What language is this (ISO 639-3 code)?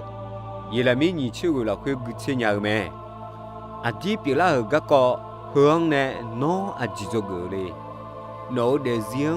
ahk